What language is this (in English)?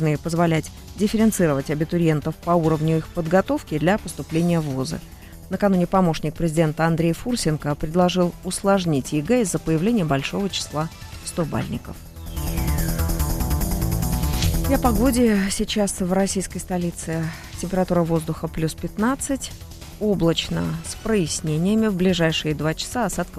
Russian